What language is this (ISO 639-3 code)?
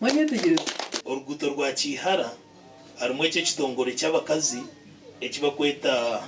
nyn